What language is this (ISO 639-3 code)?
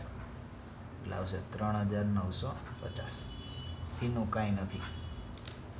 guj